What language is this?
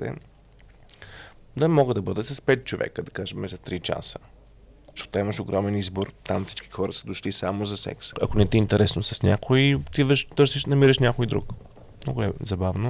Bulgarian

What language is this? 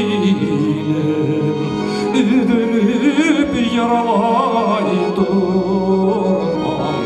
Bashkir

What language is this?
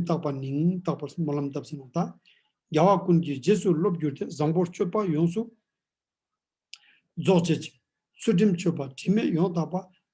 Ladakhi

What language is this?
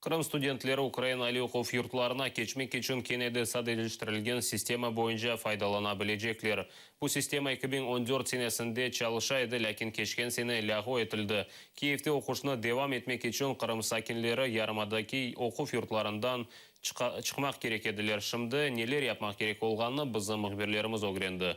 Crimean Tatar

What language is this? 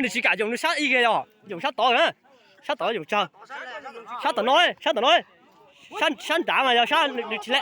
Hmong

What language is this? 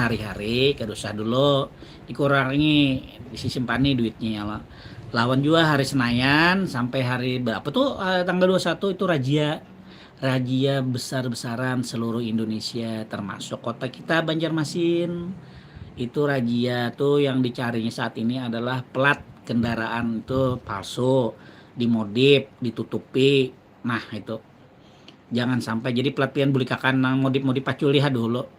Banjar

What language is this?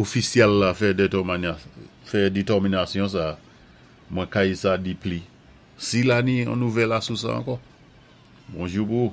Saint Lucian Creole French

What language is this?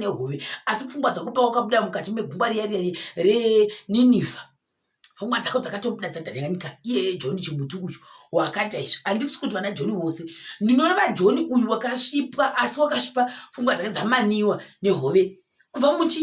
Shona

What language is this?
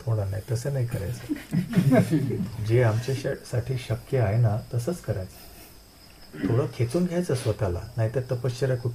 Marathi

